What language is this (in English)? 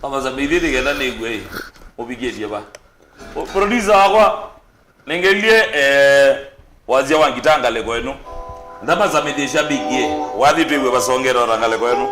Kamba